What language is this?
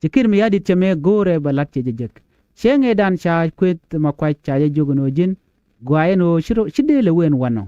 Nuer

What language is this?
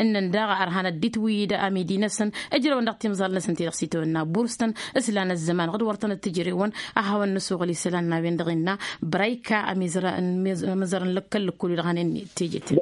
Tamasheq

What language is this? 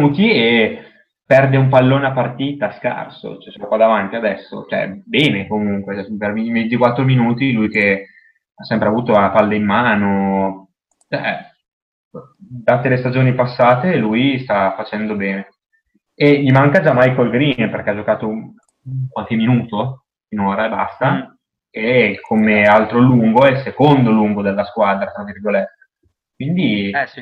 Italian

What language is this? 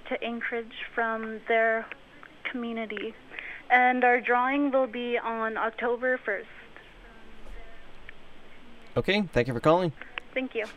English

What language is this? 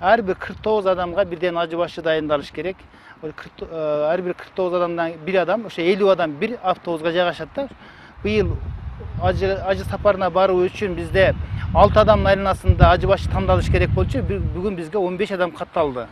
Kyrgyz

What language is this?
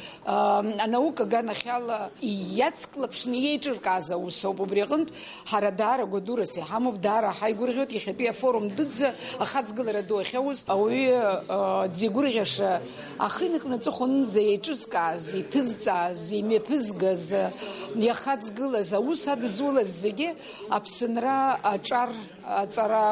Abkhazian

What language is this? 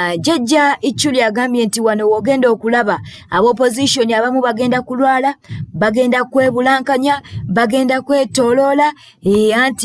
Ganda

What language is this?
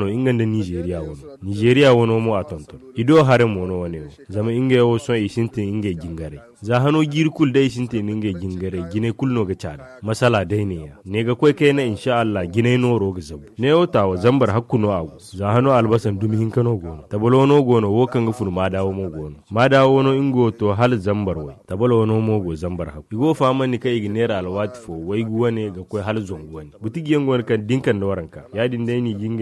Zarma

